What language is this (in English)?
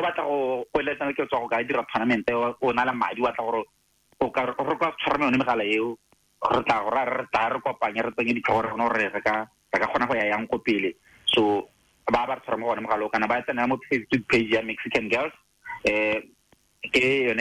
Tswana